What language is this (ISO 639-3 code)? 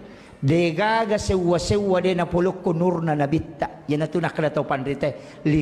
bug